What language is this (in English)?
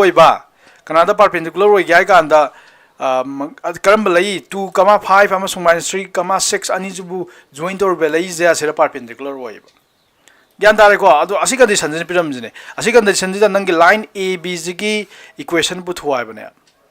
Manipuri